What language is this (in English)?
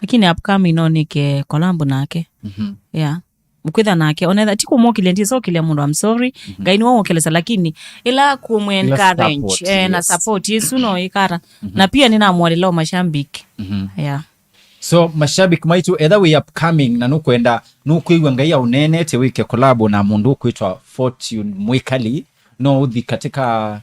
Kamba